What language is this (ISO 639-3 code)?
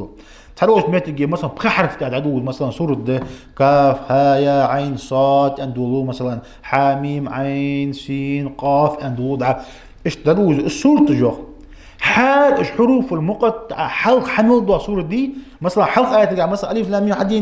inh